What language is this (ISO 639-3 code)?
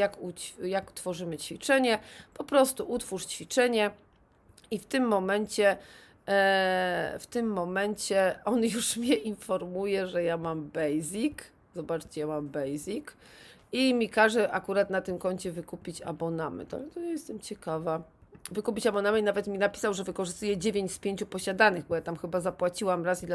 pol